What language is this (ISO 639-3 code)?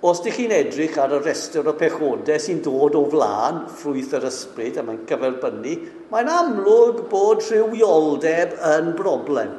cym